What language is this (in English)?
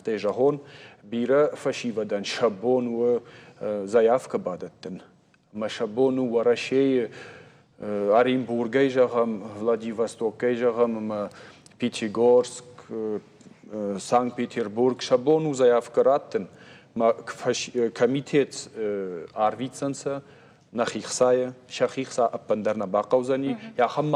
Ossetic